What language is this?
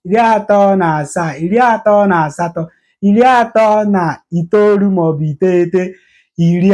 Igbo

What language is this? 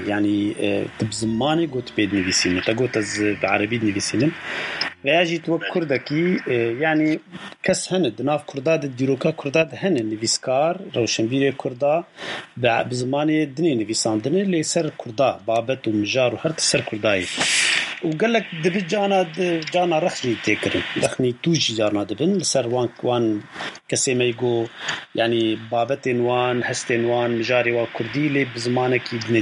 Kurdish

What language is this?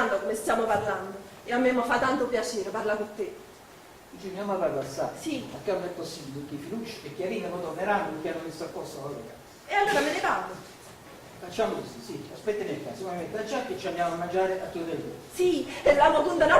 Neapolitan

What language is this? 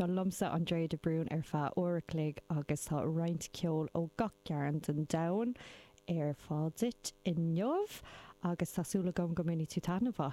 Irish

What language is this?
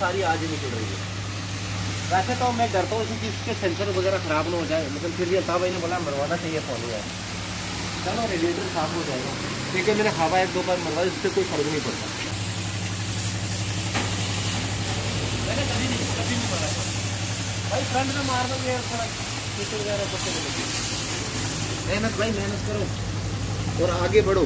Hindi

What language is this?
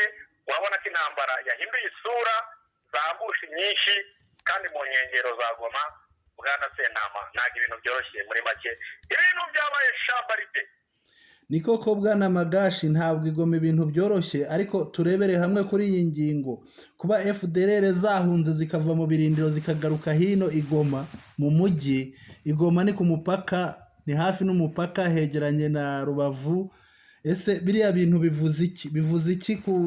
Kinyarwanda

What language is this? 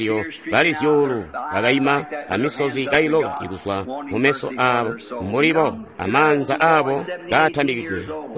Tonga (Zambia)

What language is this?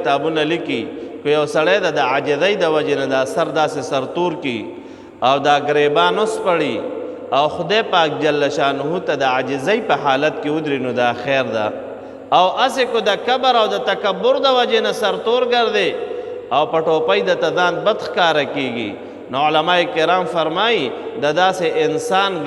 Pashto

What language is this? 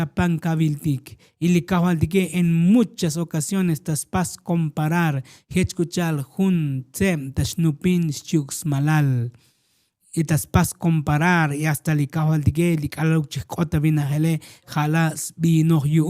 Tzotzil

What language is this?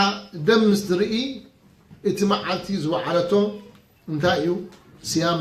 Tigrinya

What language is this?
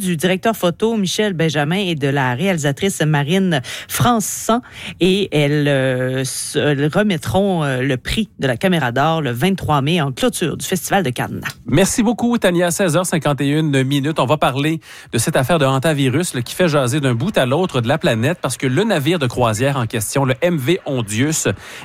French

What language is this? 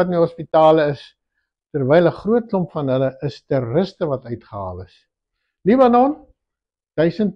Afrikaans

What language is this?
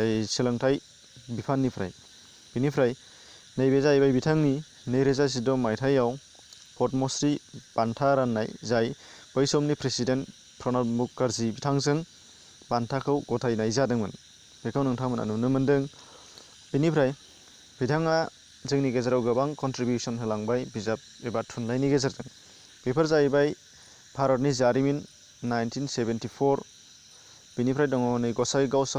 Bodo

